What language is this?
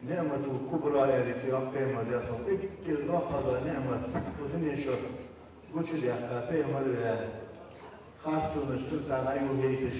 Ingush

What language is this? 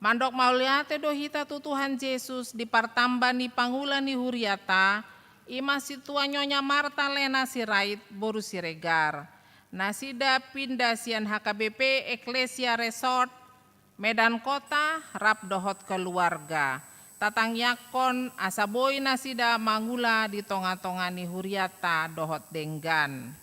Batak Toba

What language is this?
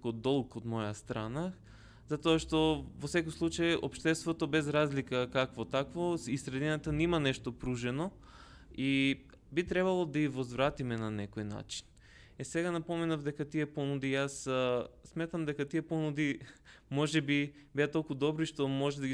Macedonian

